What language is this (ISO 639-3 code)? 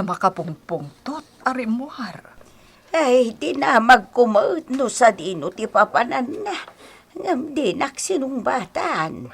ilo